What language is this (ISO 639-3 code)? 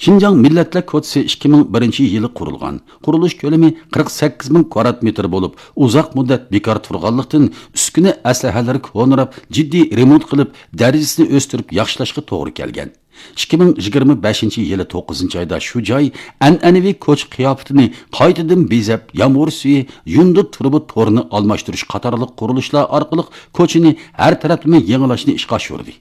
uig